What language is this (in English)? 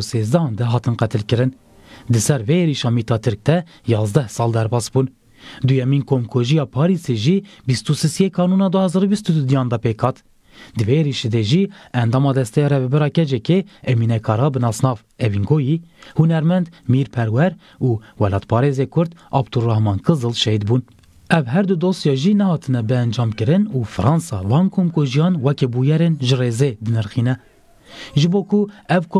Kurdish